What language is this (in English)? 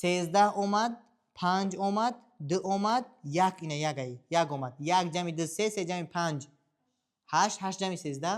Tajik